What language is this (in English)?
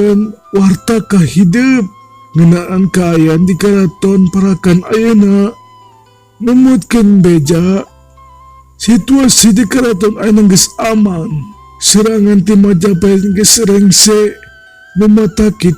Sundanese